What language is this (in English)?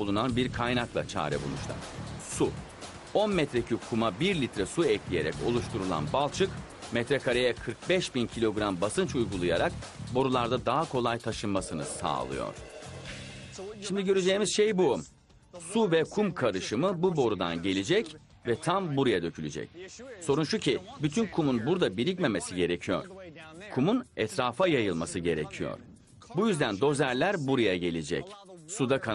Turkish